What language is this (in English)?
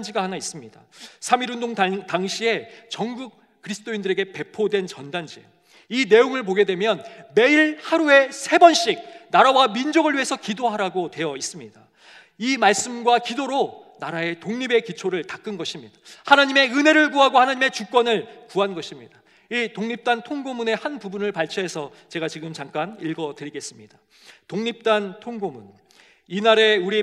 Korean